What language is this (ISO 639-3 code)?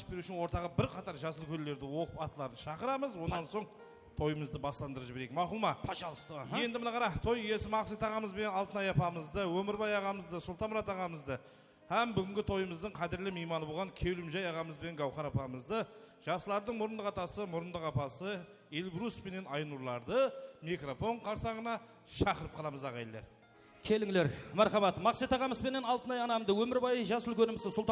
kaa